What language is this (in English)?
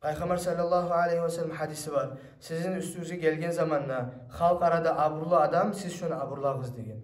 Kumyk